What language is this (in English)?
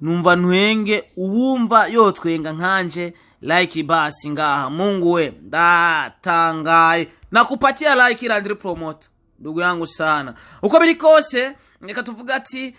Rundi